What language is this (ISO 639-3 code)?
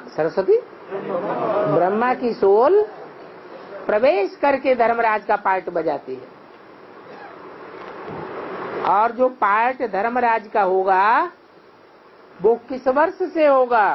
hin